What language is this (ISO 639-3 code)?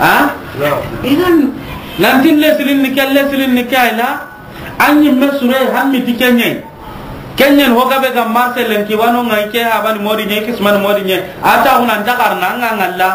snk